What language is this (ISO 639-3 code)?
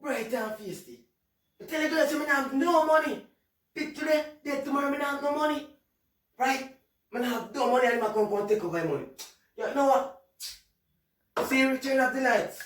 jam